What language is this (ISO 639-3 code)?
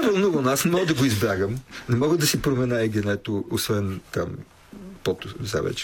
bul